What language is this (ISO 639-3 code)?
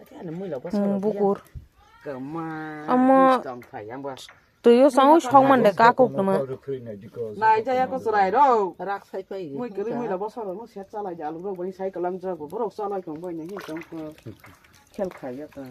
trp